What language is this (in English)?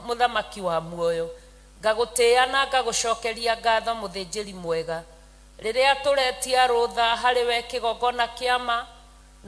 Kikuyu